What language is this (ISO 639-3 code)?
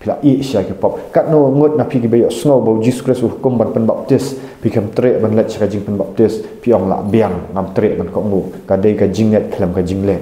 kha